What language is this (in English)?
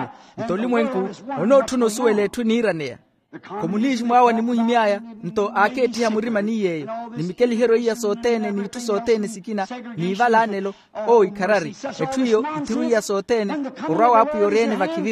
Makhuwa